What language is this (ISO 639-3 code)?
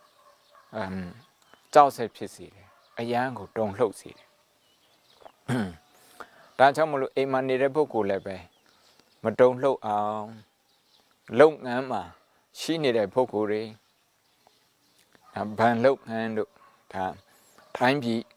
mya